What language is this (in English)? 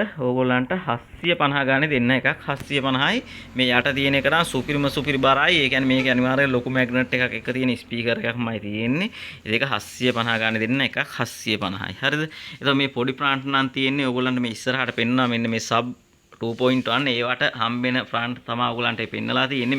Sinhala